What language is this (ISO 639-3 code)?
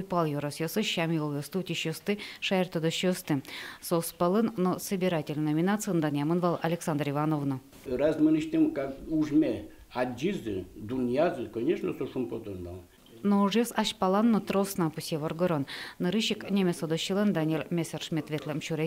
udm